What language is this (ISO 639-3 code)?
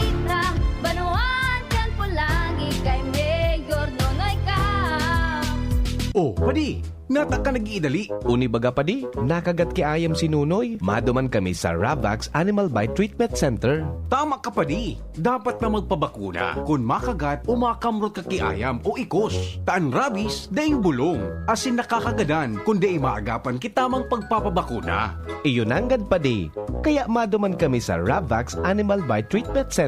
bik